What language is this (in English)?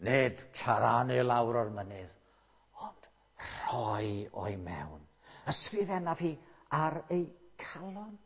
Welsh